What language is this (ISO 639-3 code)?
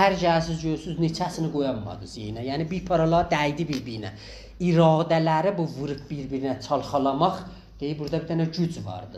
azb